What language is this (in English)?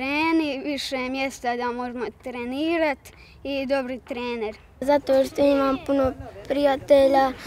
Croatian